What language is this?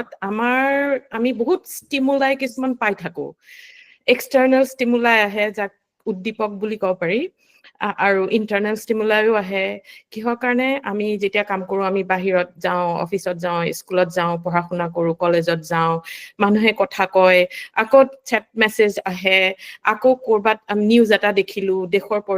Assamese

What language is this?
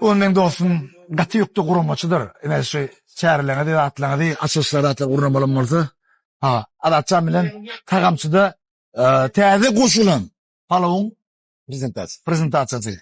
Turkmen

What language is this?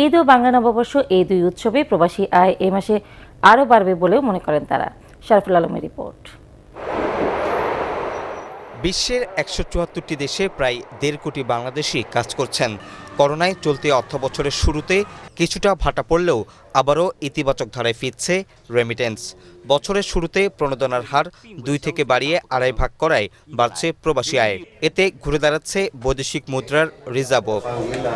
Bangla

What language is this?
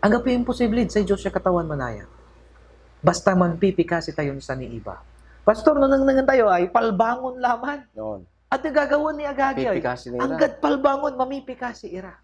Pangasinan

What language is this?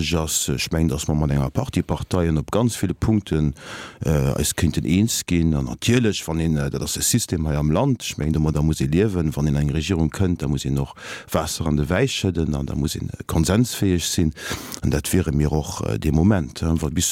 Luxembourgish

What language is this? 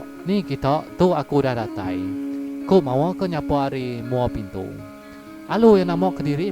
Iban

